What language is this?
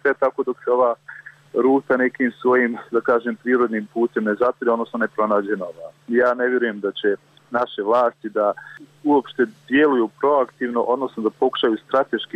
Bosnian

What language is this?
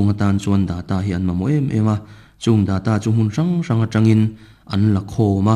Mizo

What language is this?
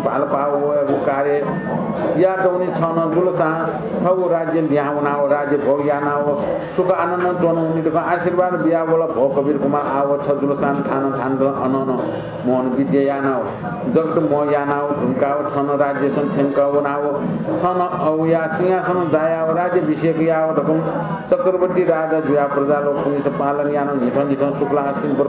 Newari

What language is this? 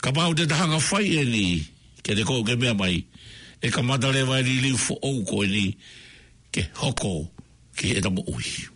Tongan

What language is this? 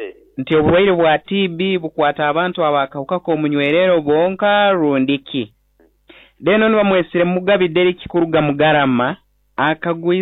Nyoro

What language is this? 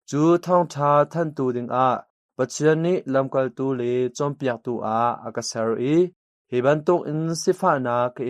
Hakha Chin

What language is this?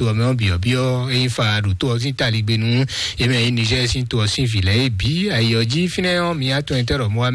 Fon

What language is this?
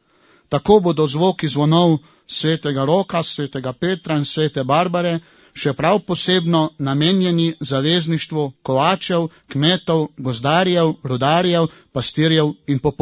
Slovenian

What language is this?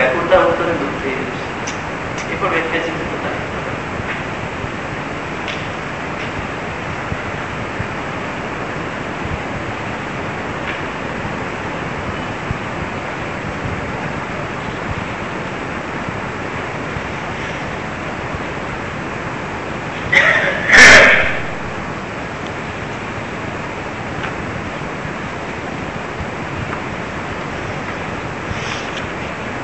Gujarati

